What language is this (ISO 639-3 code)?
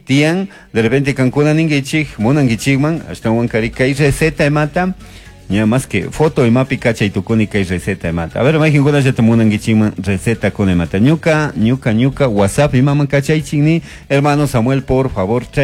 qug